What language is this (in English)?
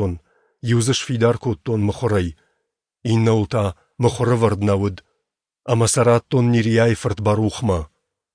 Ossetic